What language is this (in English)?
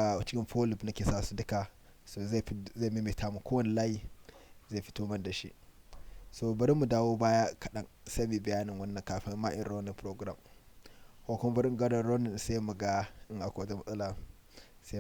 Hausa